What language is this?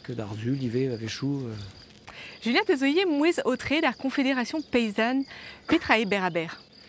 Breton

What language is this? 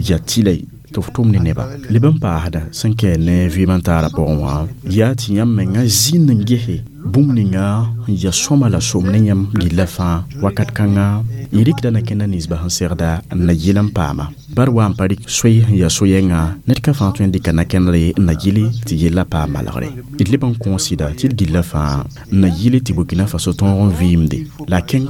Mossi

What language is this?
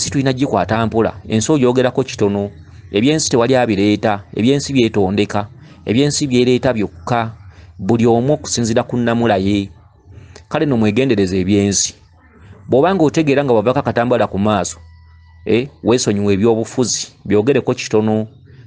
Ganda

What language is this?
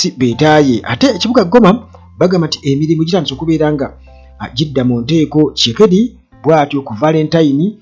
Ganda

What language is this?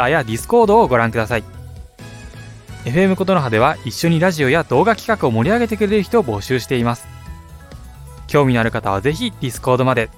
Japanese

